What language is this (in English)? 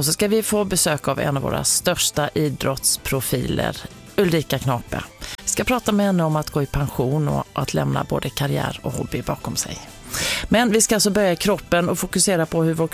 Swedish